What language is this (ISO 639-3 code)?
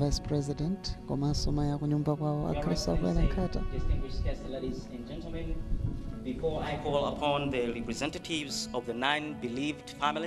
nya